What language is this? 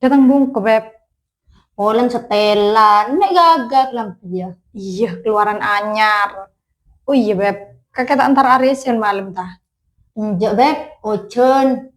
Madurese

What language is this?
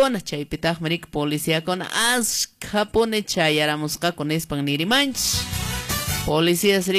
Quechua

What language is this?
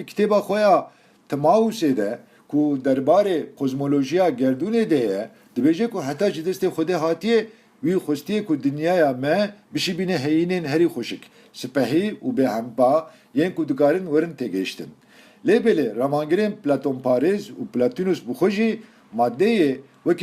Kurdish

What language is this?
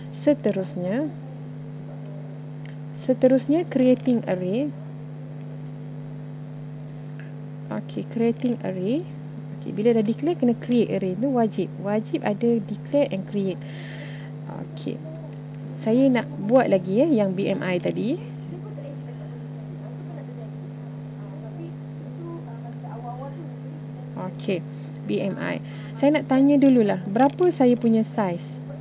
Malay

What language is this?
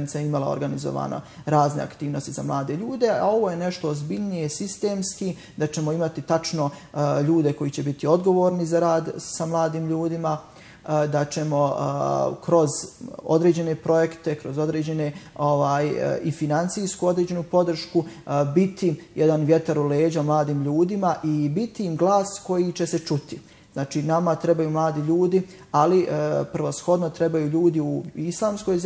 Bosnian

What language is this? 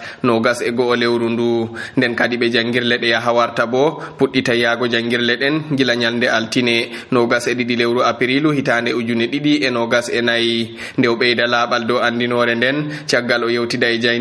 Nigerian Fulfulde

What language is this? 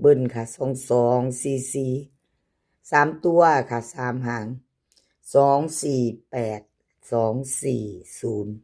Northeastern Thai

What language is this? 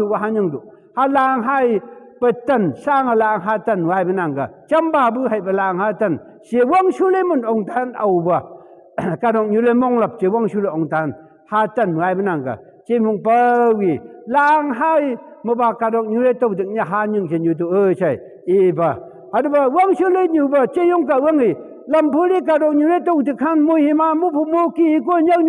Phom Naga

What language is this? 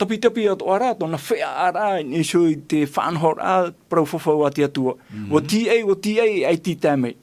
Tahitian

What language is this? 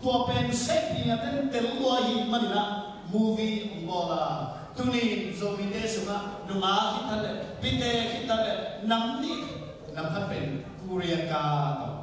Tedim Chin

